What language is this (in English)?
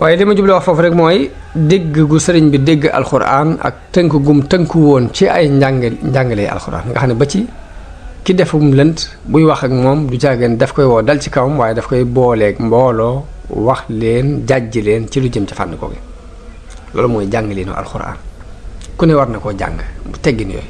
Wolof